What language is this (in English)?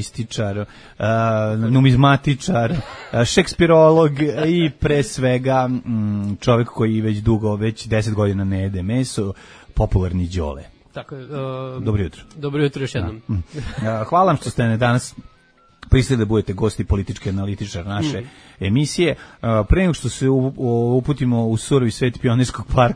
Serbian